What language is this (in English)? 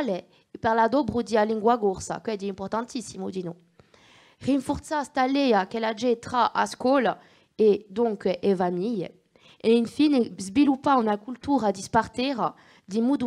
Corsican